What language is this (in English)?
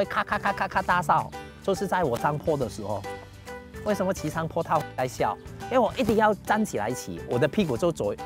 Chinese